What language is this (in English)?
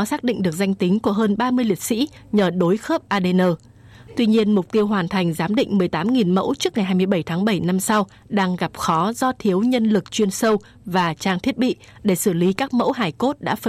Vietnamese